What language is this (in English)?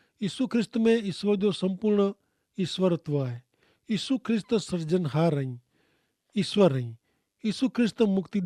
Kachhi